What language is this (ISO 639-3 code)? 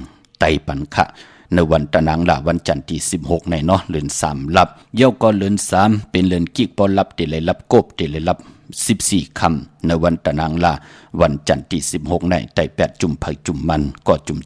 shn